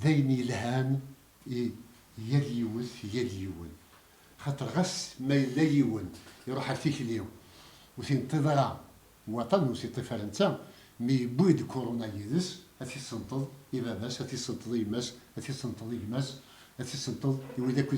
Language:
Kabyle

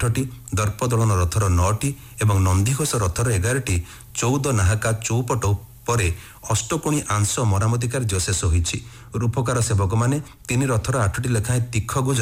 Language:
Odia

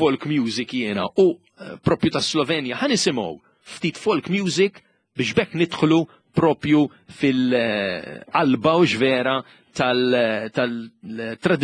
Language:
Maltese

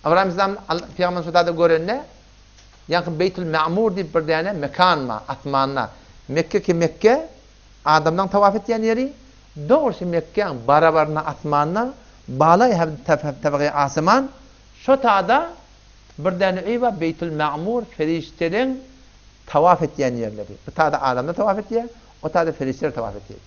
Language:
Turkmen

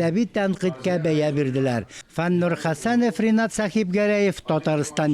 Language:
Tatar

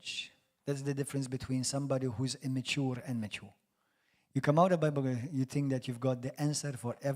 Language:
English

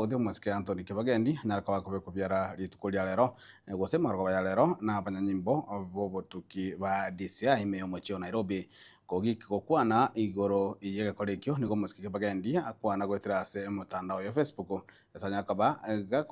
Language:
Gusii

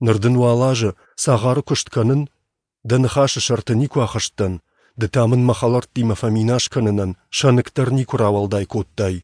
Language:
Ossetic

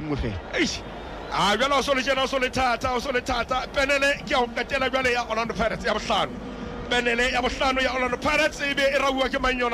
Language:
Southern Sotho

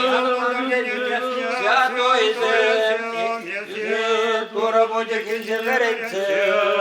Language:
Chuvash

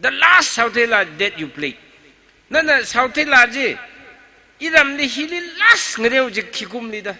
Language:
Tangkhul Naga (India)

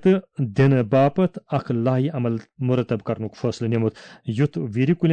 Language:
Kashmiri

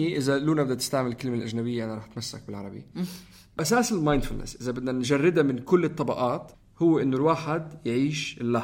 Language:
North Levantine Arabic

